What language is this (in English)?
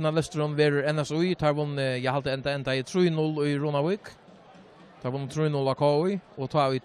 Faroese